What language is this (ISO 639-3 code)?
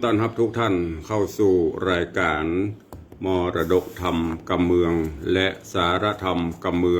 nod